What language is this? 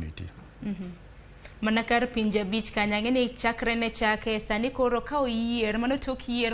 Luo (Kenya and Tanzania)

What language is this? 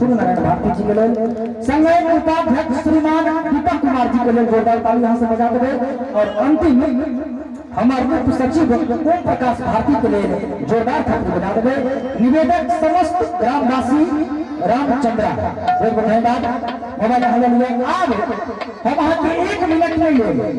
Maithili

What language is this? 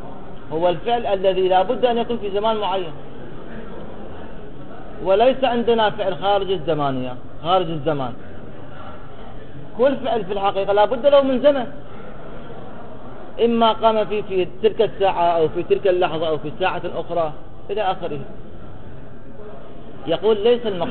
Arabic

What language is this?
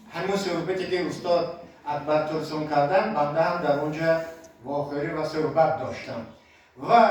Tajik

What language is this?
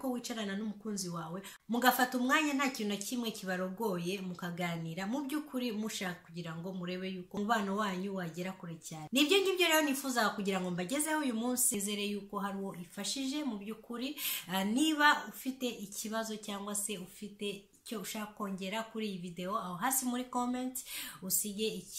Kinyarwanda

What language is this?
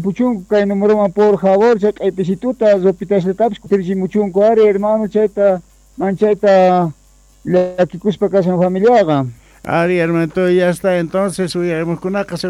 South Bolivian Quechua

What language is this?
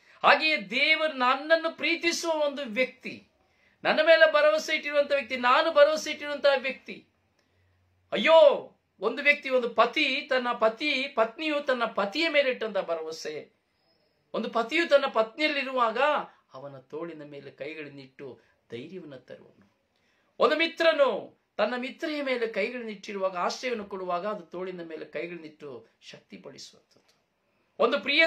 Kannada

